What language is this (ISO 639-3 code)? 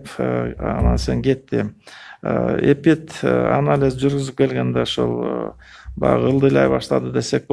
kir